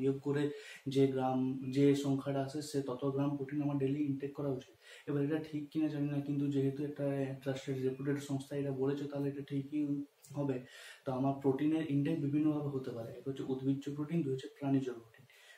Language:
Bangla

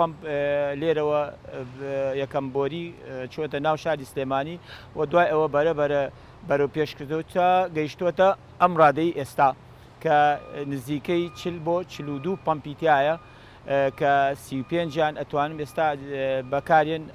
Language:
Central Kurdish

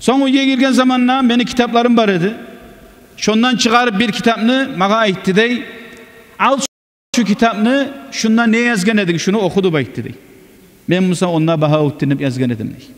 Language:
Kumyk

